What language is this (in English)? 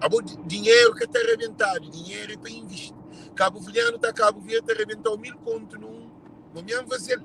Kabuverdianu